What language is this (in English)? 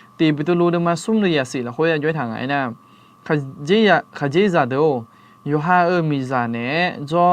Akha